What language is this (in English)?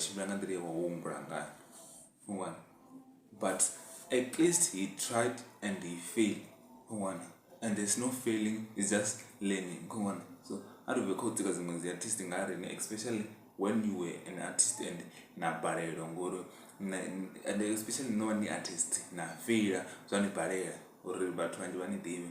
Venda